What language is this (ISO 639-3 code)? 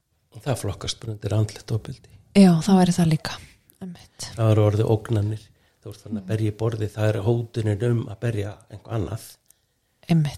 isl